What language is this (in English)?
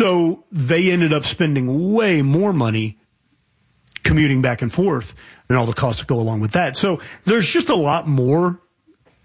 English